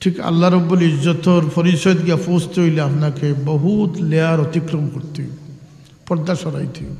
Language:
Sylheti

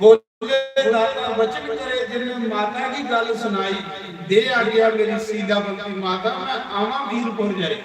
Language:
Dogri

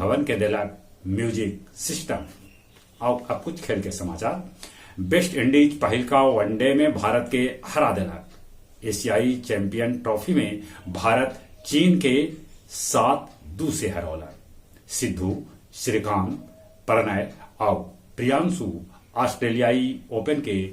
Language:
Magahi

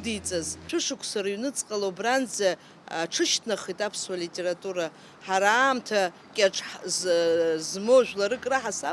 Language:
Abkhazian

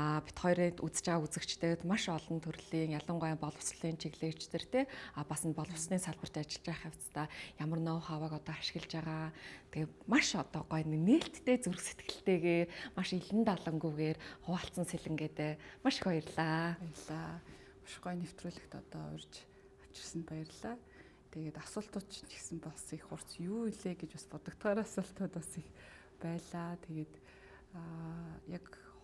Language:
Mongolian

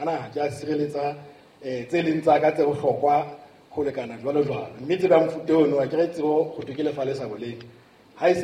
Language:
Southern Sotho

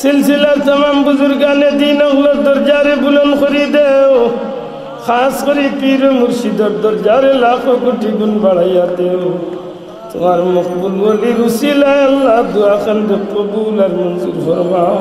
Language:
Sylheti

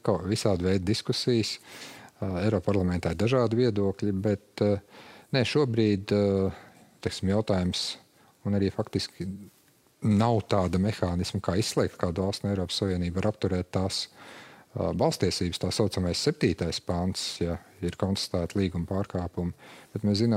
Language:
Latvian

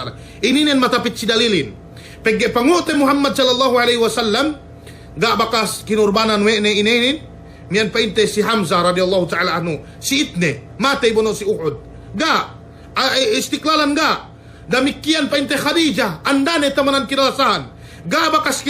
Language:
Yakan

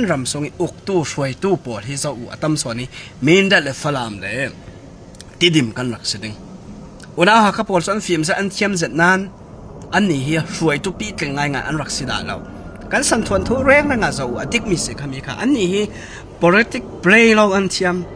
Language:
Falam Chin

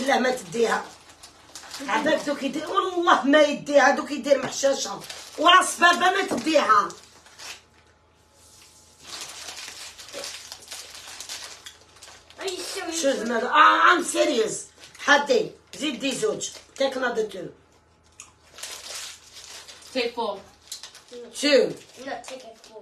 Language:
Algerian Arabic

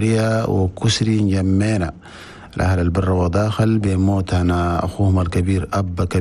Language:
Chadian Arabic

